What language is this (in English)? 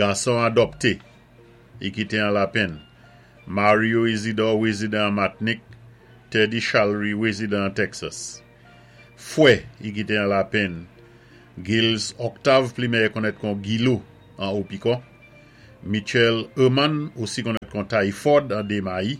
Saint Lucian Creole French